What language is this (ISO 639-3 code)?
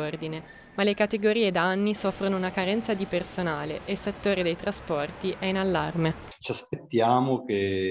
ita